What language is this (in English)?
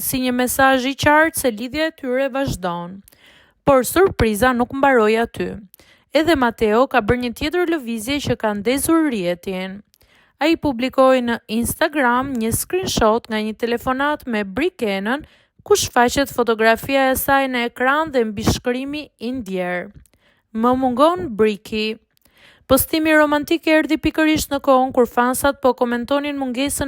Albanian